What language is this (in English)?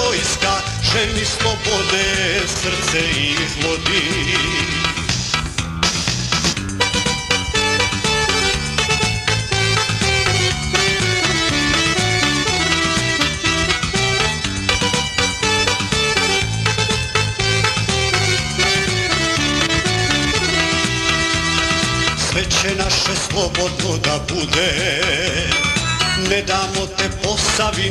Croatian